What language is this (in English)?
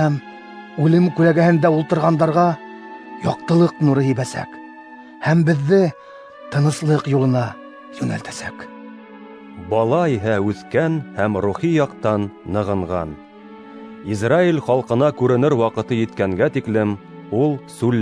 Bashkir